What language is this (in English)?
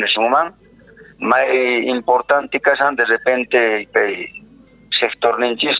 Quechua